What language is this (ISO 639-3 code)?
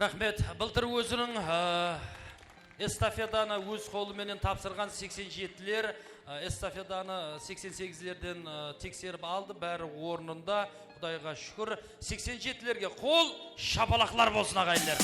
kaa